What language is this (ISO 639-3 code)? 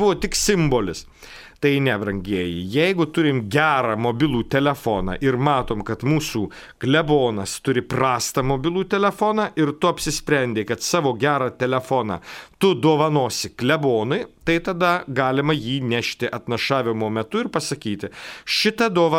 lit